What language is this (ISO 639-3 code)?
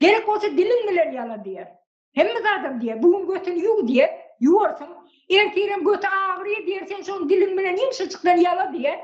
tuk